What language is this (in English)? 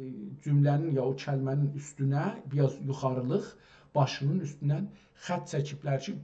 South Azerbaijani